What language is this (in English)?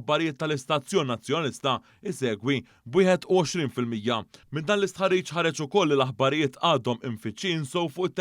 Maltese